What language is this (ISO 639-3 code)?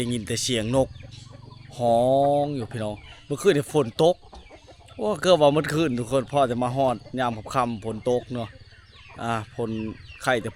lao